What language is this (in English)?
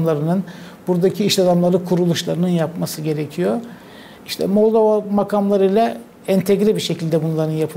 Gagauz